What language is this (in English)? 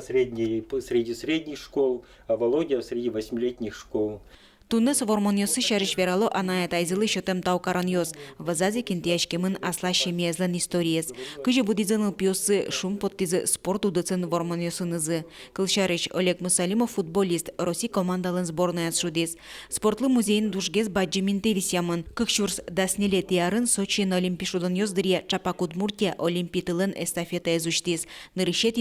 Udmurt